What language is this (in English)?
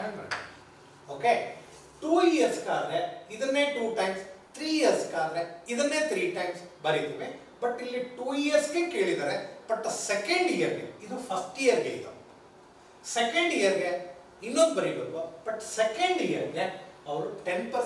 Kannada